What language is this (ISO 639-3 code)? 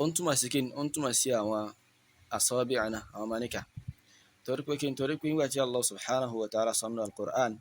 yor